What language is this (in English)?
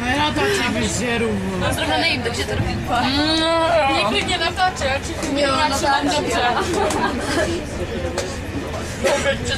Czech